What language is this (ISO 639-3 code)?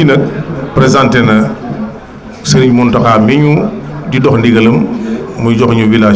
wol